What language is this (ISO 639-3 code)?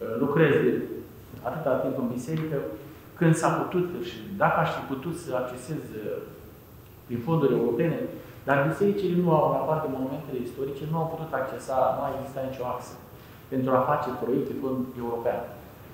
ron